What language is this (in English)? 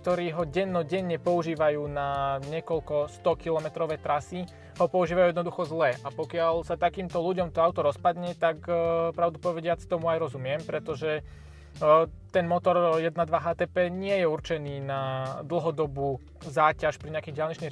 Slovak